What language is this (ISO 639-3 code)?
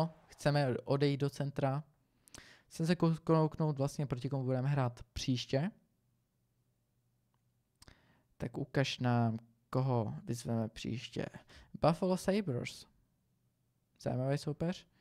ces